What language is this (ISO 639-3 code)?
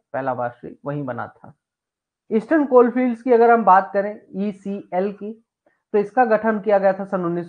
hin